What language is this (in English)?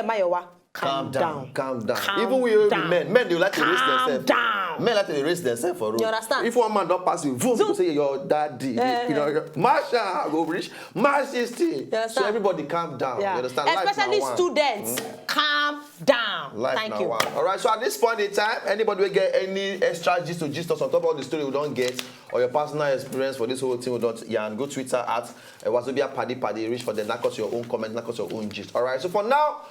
Nigerian Pidgin